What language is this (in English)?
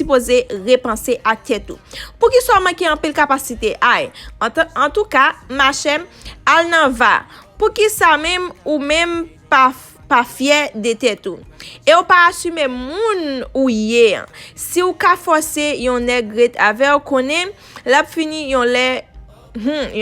Haitian Creole